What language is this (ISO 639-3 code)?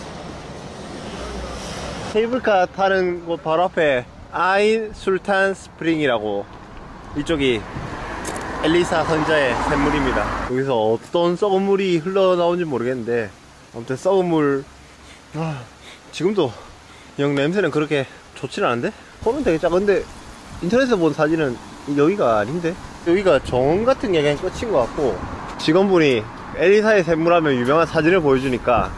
kor